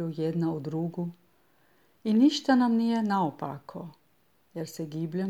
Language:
Serbian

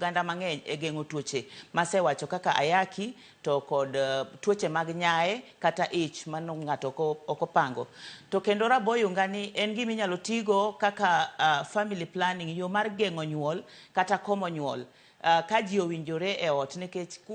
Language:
Luo (Kenya and Tanzania)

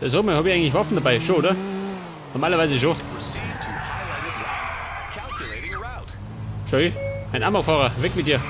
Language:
Bavarian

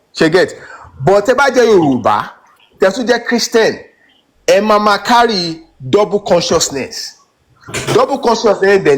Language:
Yoruba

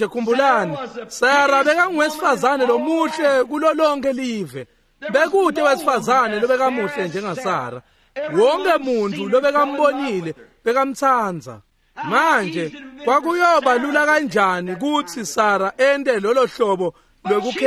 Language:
Swati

